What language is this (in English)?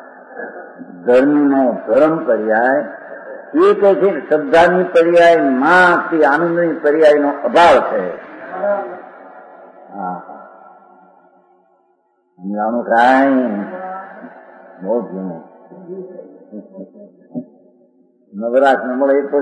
Gujarati